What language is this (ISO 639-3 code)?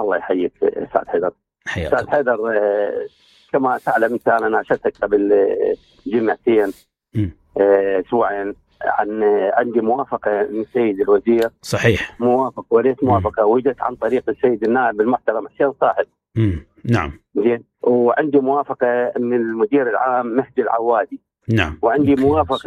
acm